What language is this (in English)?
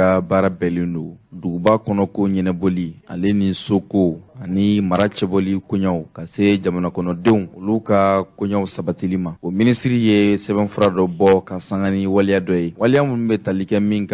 Bambara